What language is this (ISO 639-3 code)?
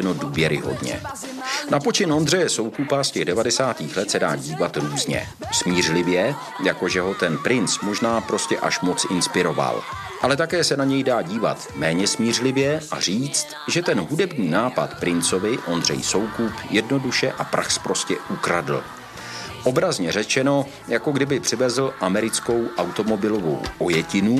ces